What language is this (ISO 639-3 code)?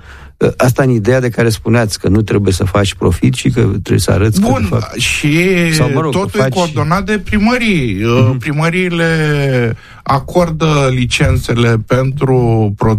ron